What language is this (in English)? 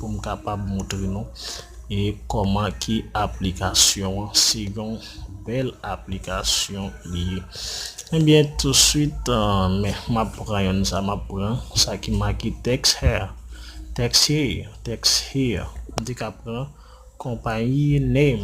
Haitian Creole